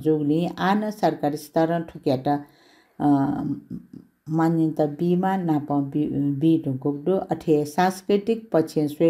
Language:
Newari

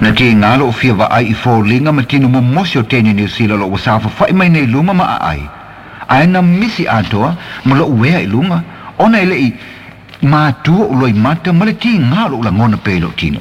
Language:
Samoan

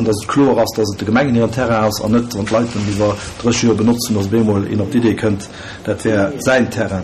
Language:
Luxembourgish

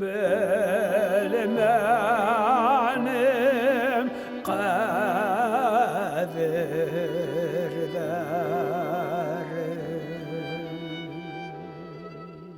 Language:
Bashkir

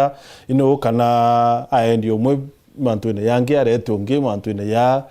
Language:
Meru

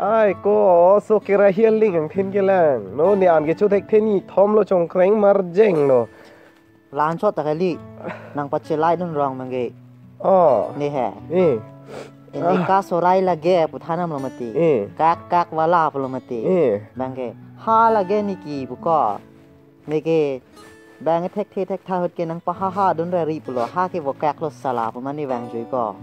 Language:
Karbi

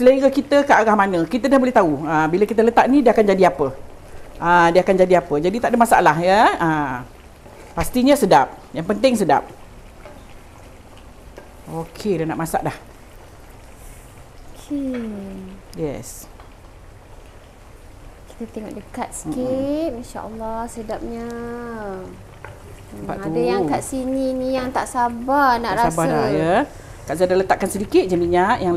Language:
Malay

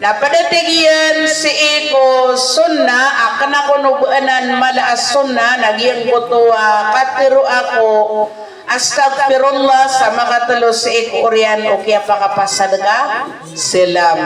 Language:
Maranao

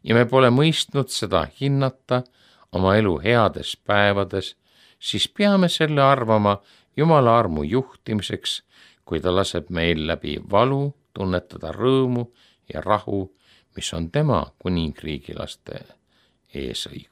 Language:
Estonian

